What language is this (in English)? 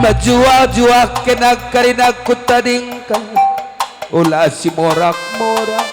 Batak Karo